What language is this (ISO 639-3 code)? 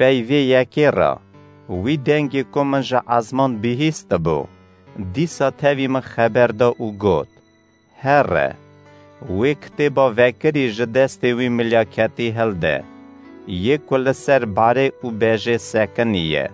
kur